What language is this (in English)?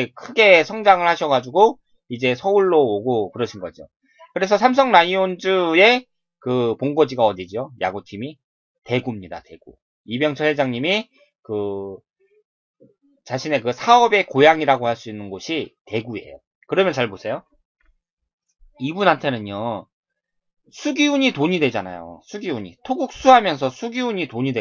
Korean